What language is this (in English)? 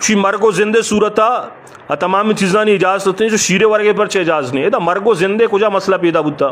Eastern Balochi